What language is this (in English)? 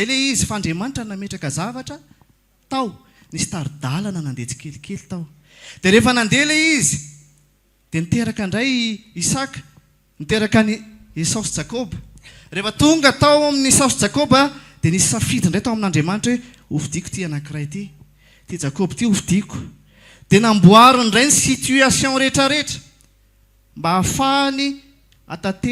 Malagasy